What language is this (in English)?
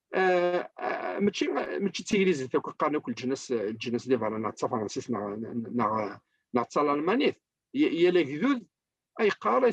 Kabyle